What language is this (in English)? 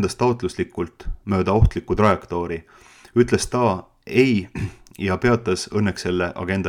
Estonian